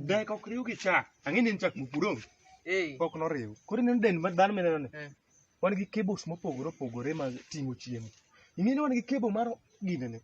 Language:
Luo (Kenya and Tanzania)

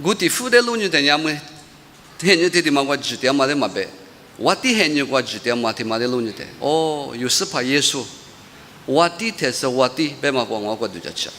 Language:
Lisu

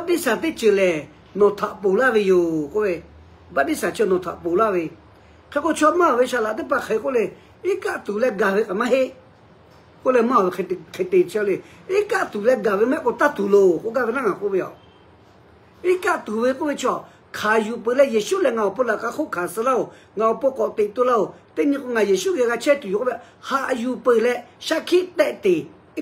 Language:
Lahu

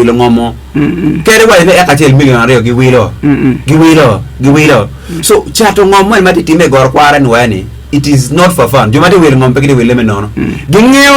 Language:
Acoli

